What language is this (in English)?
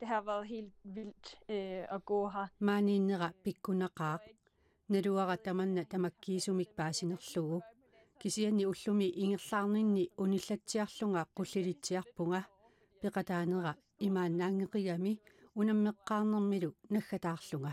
Kalaallisut